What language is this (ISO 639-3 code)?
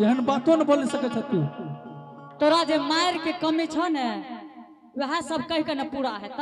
anp